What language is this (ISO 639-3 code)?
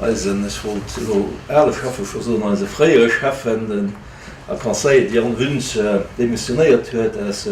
ltz